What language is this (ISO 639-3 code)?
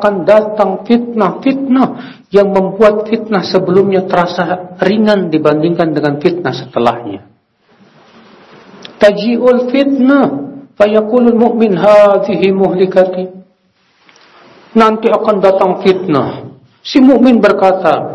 ind